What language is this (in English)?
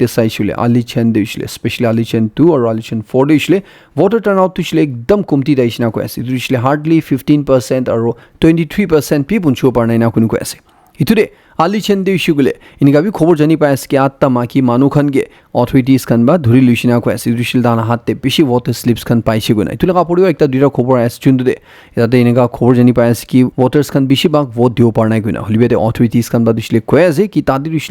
Naga Pidgin